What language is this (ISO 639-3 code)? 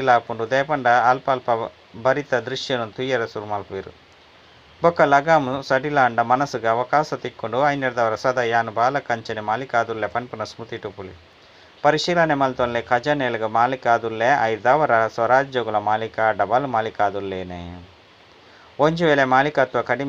tcy